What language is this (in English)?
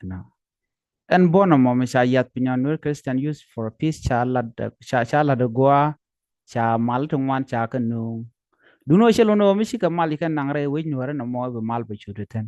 Nuer